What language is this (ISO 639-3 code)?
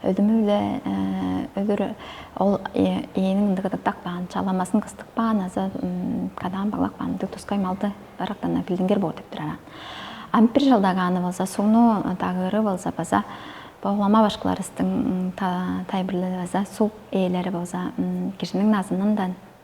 tyv